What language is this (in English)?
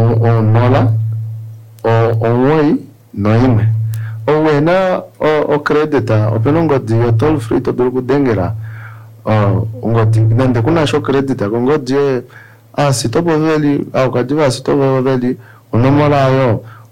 Kuanyama